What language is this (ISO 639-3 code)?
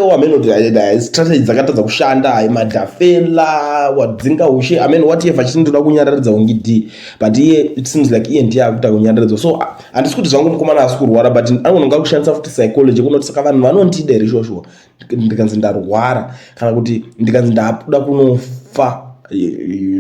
sna